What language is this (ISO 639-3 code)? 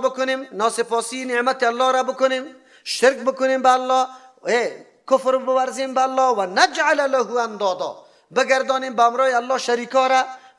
fas